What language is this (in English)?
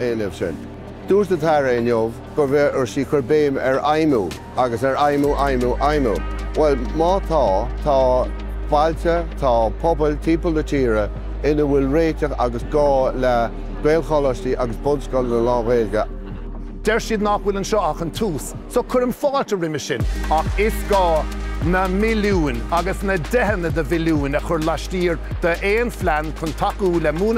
Irish